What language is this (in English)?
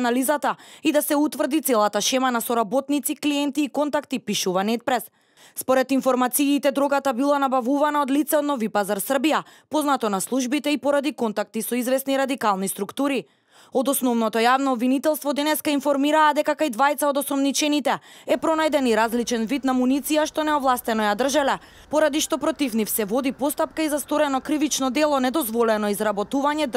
Macedonian